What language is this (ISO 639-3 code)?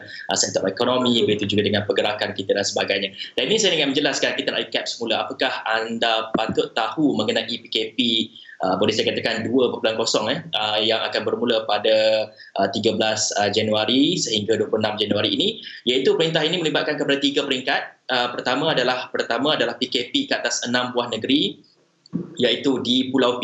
msa